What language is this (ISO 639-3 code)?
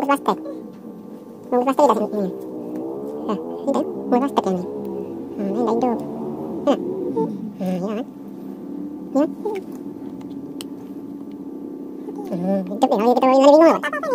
ind